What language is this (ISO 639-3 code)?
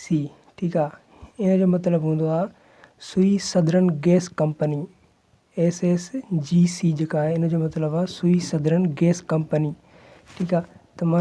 snd